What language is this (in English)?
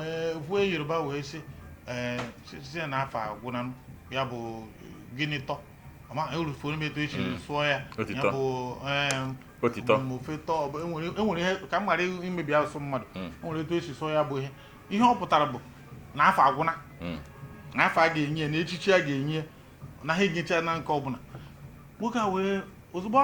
Igbo